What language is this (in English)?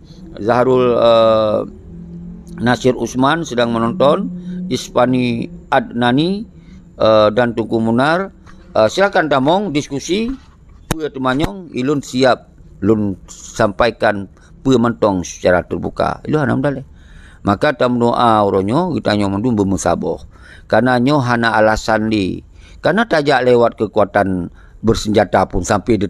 Achinese